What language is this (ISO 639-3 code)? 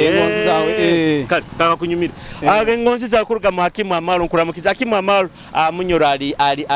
nyo